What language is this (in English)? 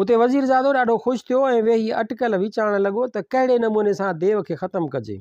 Sindhi